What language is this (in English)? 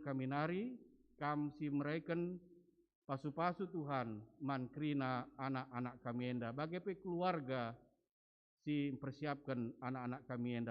Batak Karo